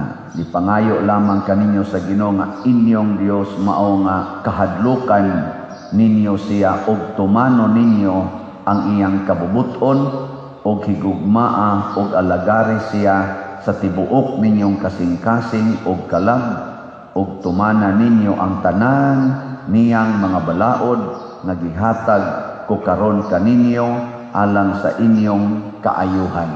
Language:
Cebuano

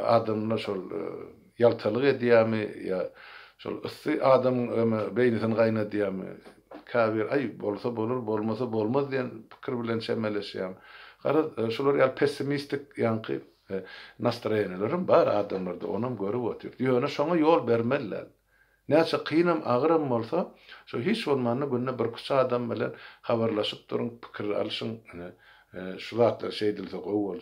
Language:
Turkmen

